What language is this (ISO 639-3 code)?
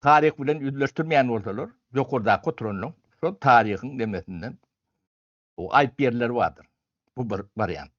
tuk